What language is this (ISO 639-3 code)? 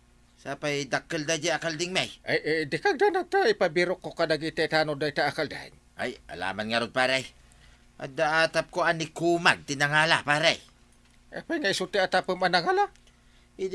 ilo